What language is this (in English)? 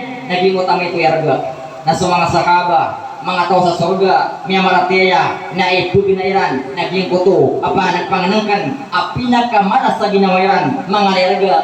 Maranao